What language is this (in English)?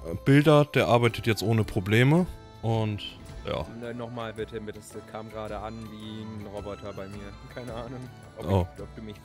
German